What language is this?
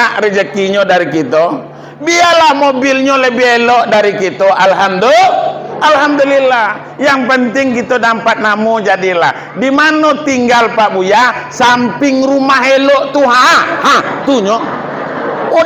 Minangkabau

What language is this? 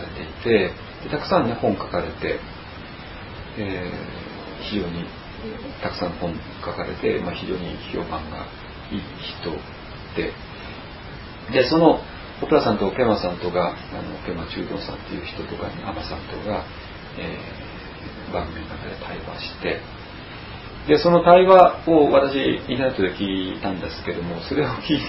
Japanese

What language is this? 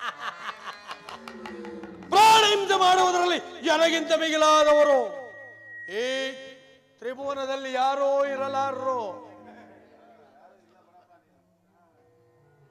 Kannada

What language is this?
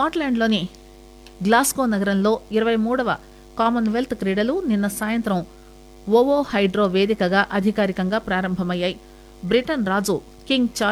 Telugu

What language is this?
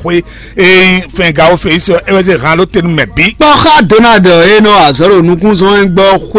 Fon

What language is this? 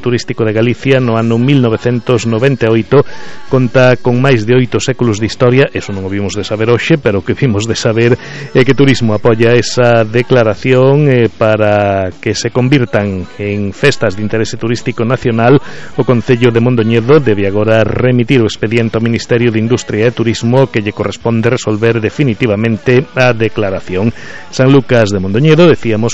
Galician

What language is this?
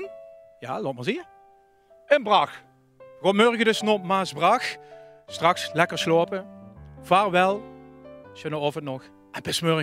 Limburgish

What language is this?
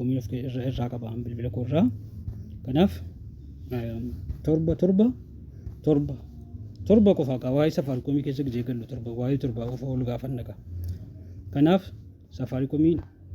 Oromo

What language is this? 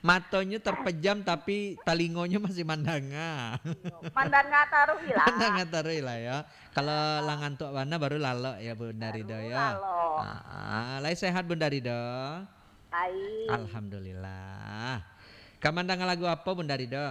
Minangkabau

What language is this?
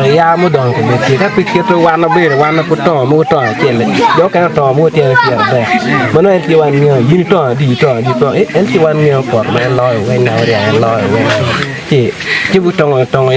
Acoli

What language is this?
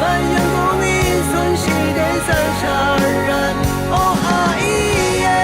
Rawang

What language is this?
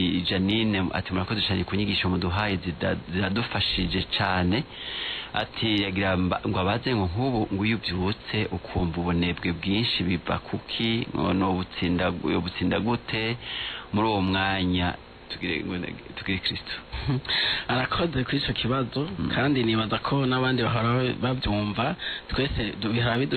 Rundi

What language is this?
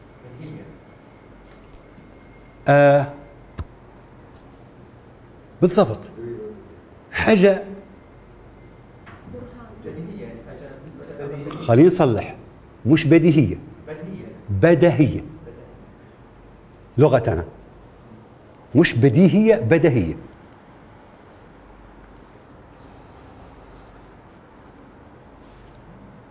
Libyan Arabic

